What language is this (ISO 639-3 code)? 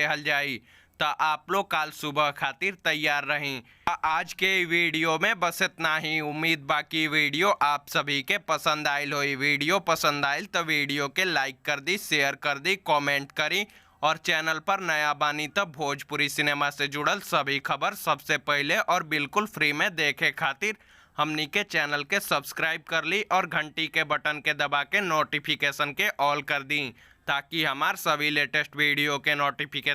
bho